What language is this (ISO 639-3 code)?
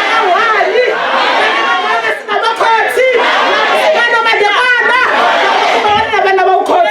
ven